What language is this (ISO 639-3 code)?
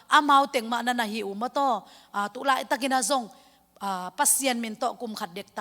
ctd